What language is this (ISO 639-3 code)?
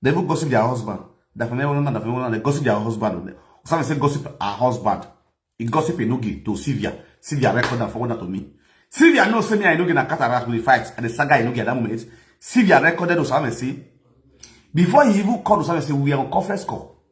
pcm